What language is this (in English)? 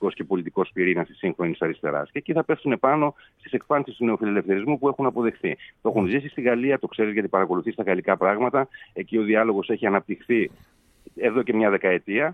Greek